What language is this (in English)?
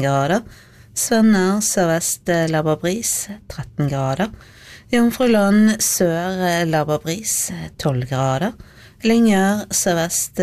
Norwegian